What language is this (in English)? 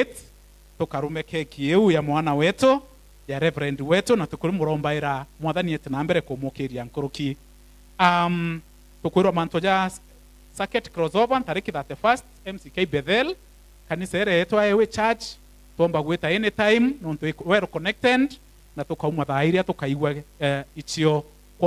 Meru